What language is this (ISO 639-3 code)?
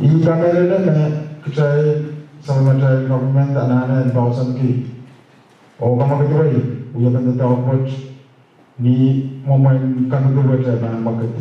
pon